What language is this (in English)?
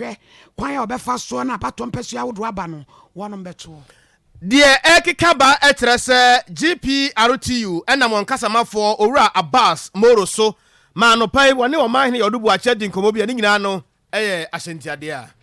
Akan